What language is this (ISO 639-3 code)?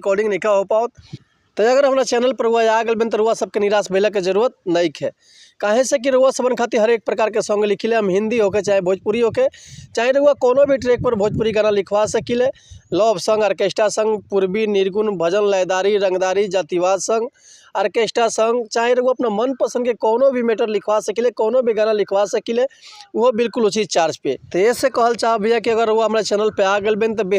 bho